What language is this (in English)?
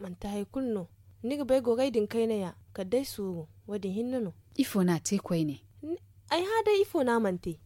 Zarma